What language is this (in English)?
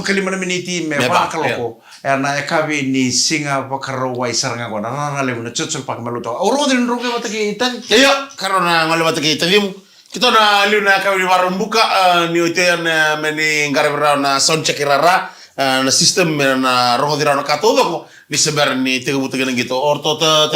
Fijian